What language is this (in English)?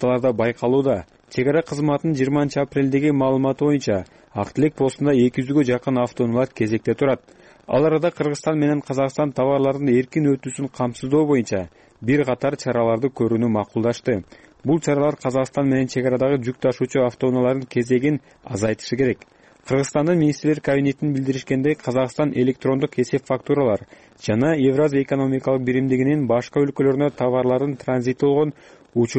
Kyrgyz